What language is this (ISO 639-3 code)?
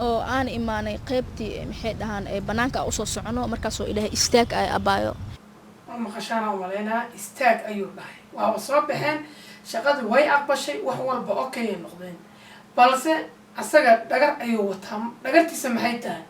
som